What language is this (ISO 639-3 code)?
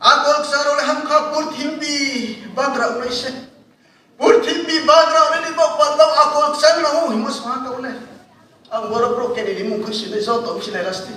ria